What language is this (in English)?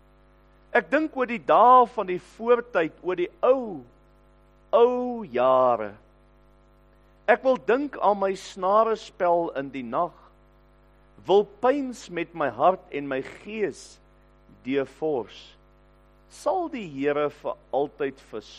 Afrikaans